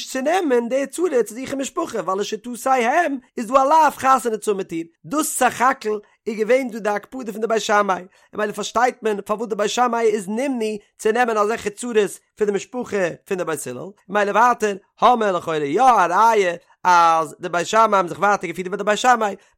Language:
Yiddish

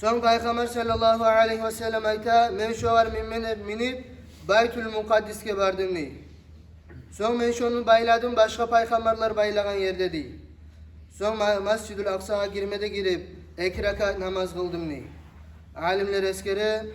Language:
Kumyk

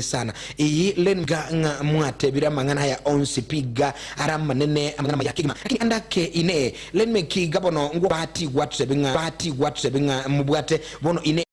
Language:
Gusii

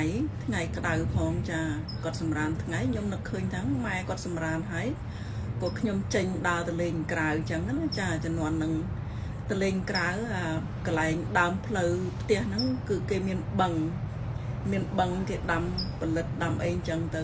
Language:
Khmer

